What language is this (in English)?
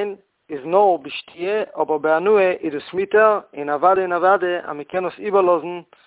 Yiddish